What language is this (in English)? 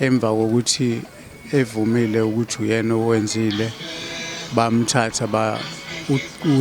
Zulu